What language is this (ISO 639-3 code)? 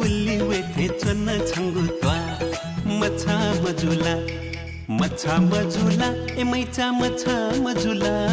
new